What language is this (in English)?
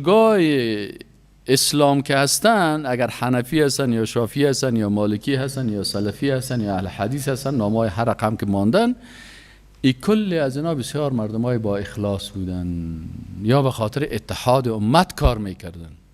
Persian